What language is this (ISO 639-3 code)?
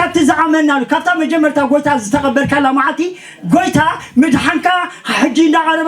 tir